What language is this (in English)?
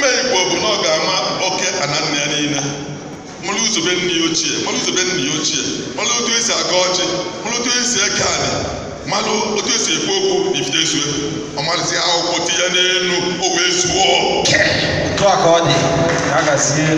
Igbo